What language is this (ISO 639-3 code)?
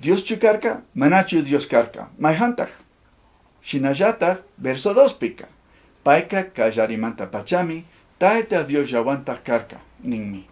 qug